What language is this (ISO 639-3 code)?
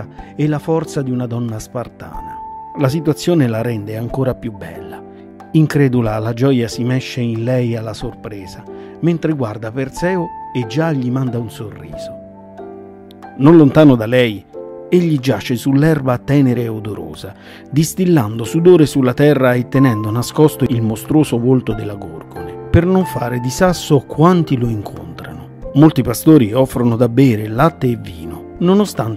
ita